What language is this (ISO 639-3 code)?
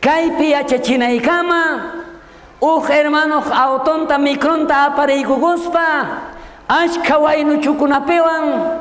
quh